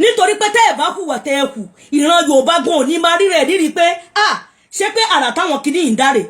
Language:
Yoruba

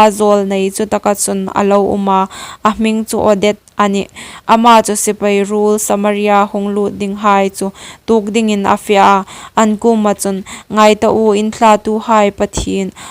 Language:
Hmar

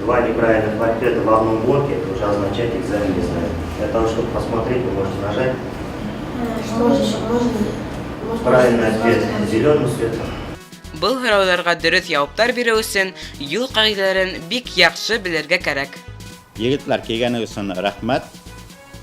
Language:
Bashkir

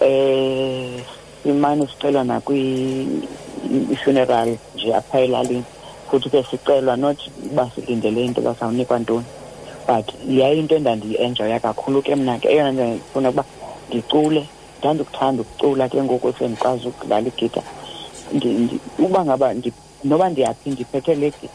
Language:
Xhosa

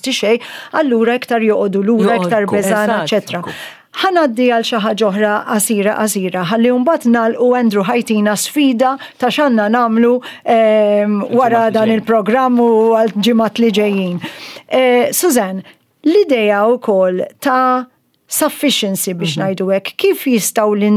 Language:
Maltese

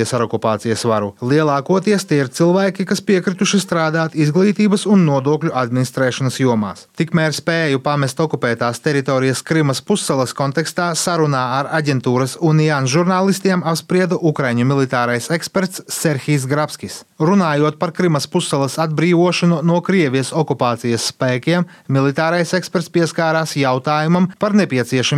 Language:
Latvian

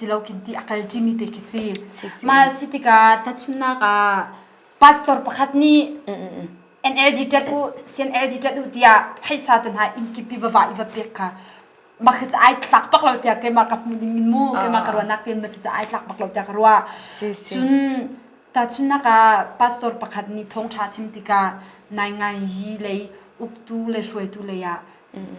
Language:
Hakha Chin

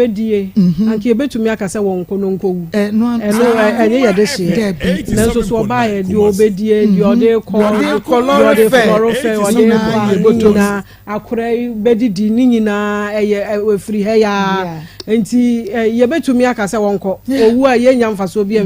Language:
Akan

